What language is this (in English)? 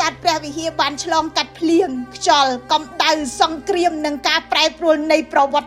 Khmer